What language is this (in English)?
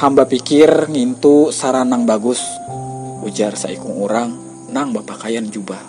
Banjar